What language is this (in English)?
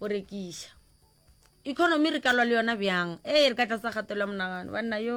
Northern Sotho